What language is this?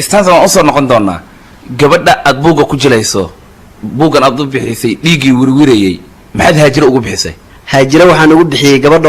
Somali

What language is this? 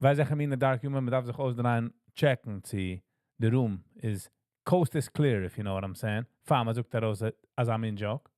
Yiddish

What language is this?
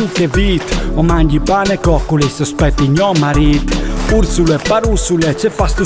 Friulian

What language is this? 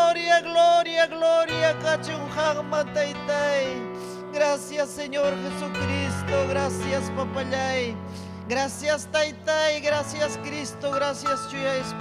Ayacucho Quechua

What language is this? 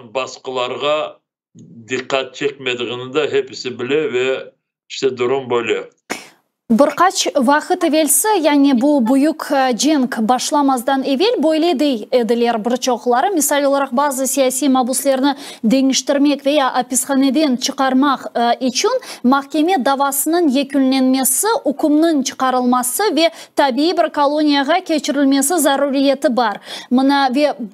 Crimean Tatar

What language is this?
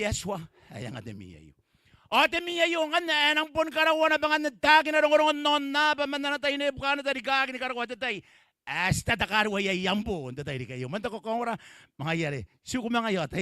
Gilbertese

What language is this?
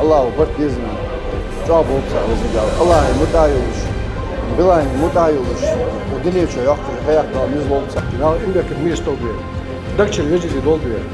Ingush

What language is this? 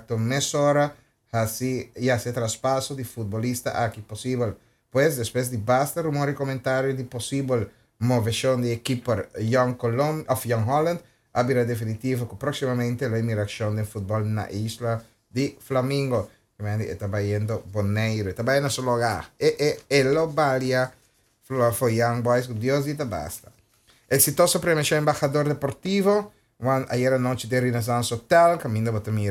Papiamento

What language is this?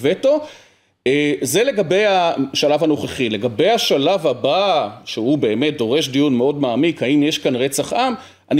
Hebrew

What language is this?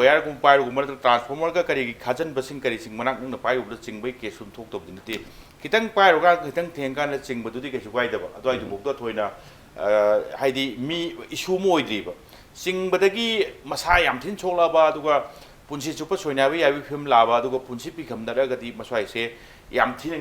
Manipuri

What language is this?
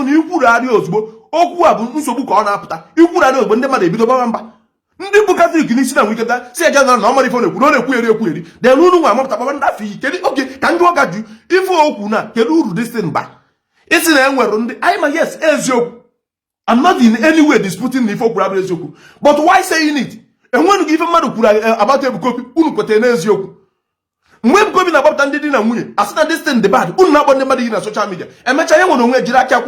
Igbo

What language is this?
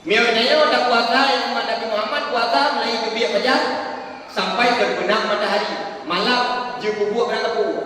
Achinese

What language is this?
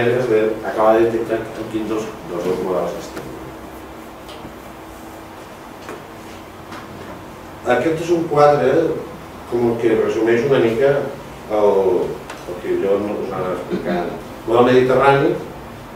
Catalan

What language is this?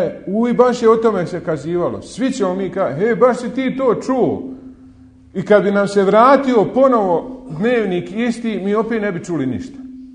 Bosnian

